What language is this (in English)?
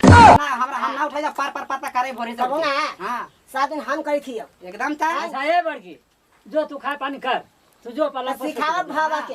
Magahi